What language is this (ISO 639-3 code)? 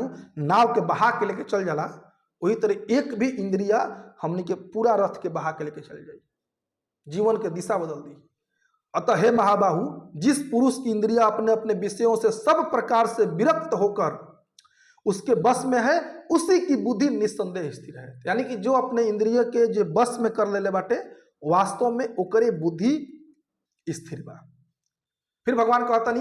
bho